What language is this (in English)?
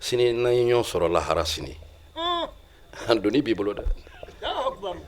Bambara